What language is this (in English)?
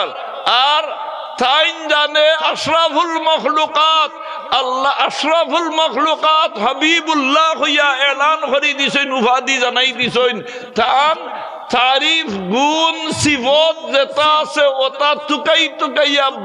Sylheti